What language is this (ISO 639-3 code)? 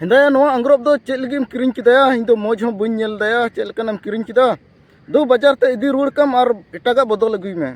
sat